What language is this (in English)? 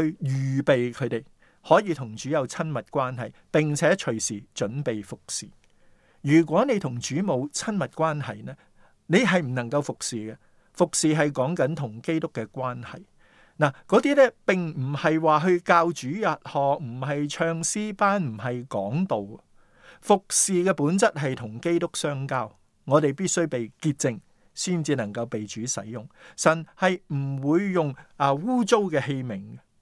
Cantonese